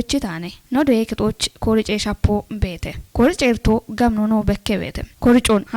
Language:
Kafa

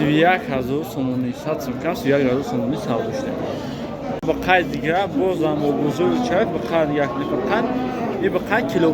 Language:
Tajik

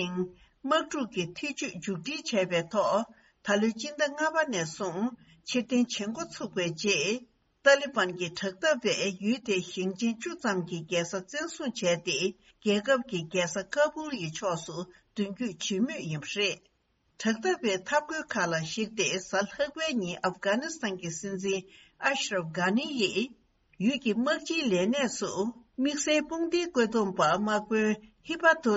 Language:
Tibetan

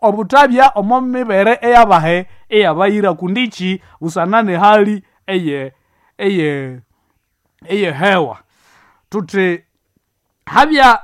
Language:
Nande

